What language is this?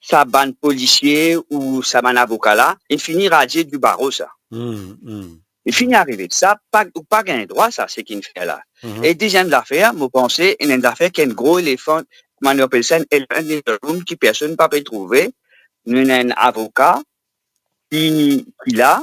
Morisyen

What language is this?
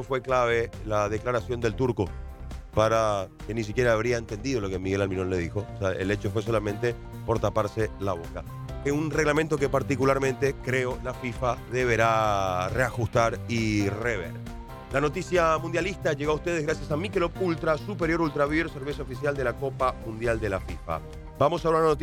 Spanish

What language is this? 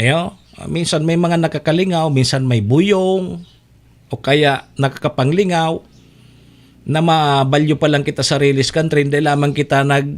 Bikol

